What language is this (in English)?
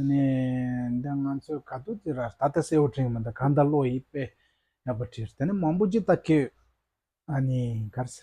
Tibetan